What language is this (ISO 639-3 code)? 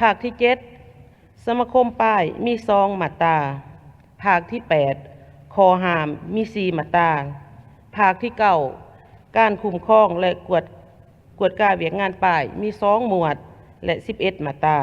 lao